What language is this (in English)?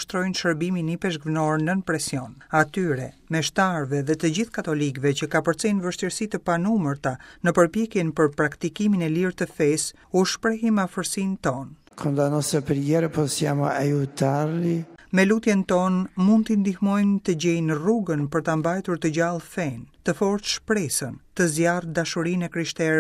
Albanian